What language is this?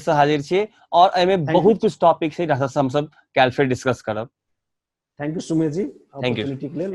Maithili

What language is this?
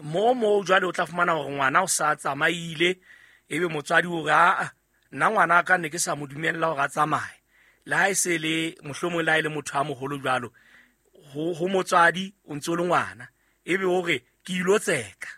Southern Sotho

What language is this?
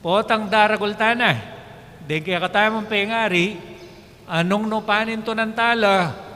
Pampanga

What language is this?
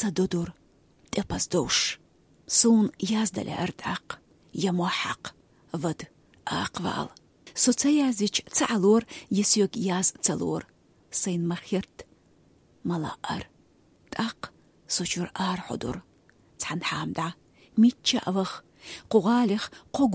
Chechen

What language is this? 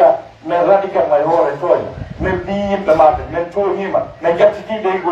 Pular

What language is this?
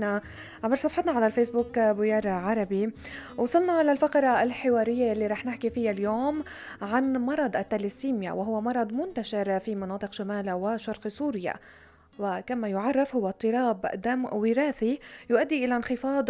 North Levantine Arabic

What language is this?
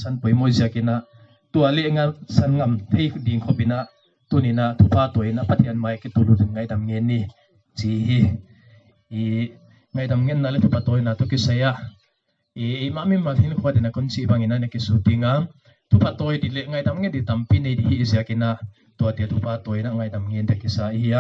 Paite Chin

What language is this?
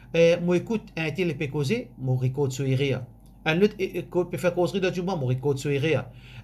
Morisyen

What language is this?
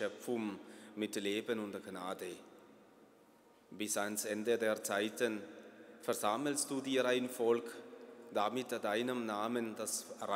German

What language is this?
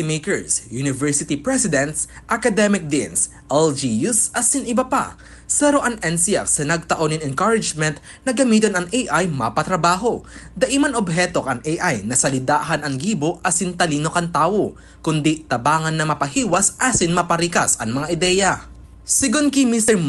Bikol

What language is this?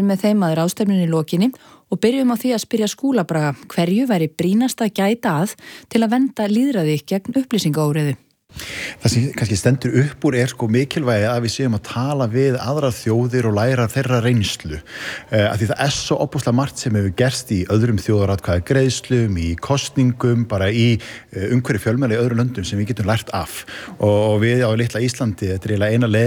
Icelandic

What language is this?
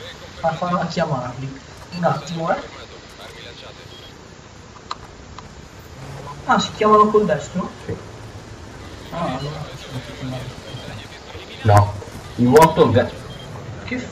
Italian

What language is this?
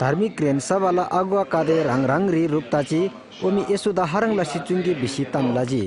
Eastern Tamang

